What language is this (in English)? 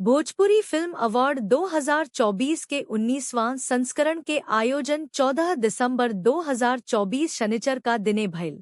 Bhojpuri